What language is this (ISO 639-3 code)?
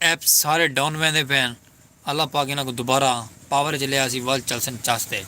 skr